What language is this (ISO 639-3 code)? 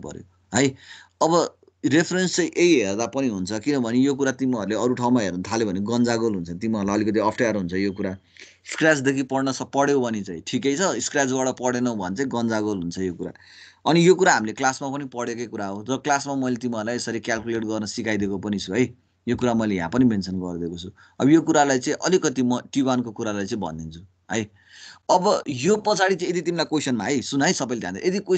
nep